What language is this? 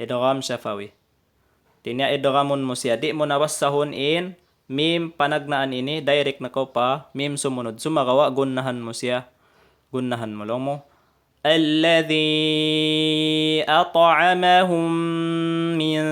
Tausug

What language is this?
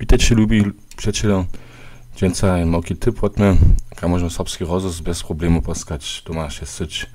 Upper Sorbian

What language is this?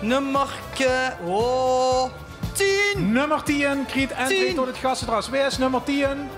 Limburgish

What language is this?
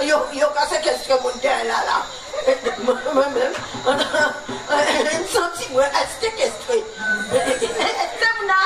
Guadeloupean Creole French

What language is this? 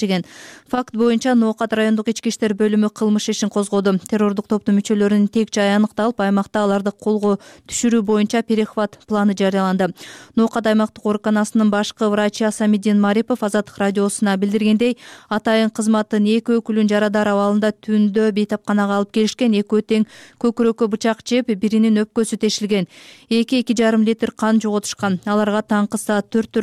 Kyrgyz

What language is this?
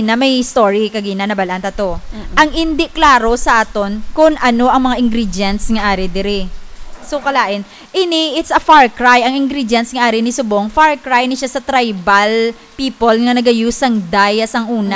Hiligaynon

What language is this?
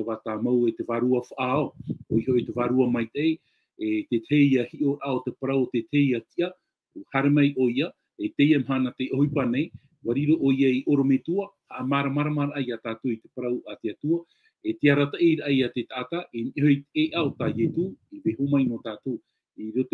Tahitian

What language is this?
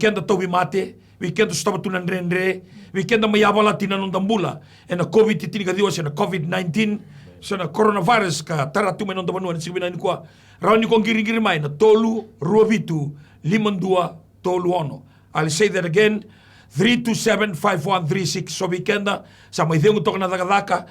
Fijian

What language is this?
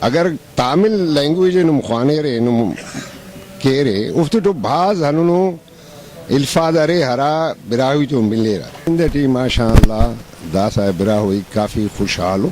Brahui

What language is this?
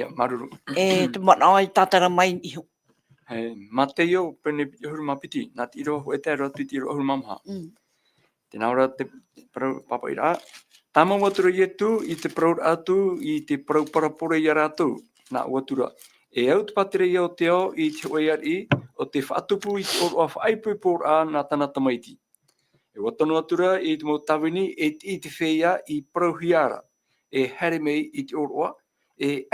Tahitian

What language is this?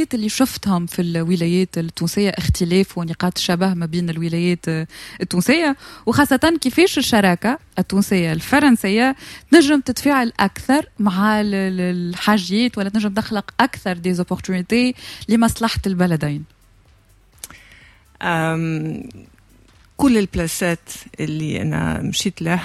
Tunisian Arabic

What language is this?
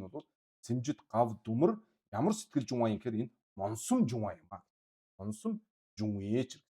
Mongolian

